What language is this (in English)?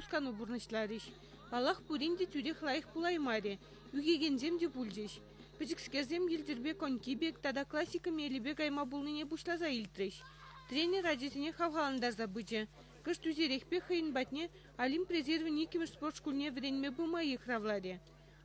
Chuvash